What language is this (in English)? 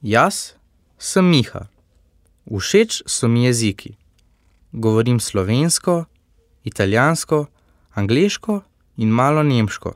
Slovenian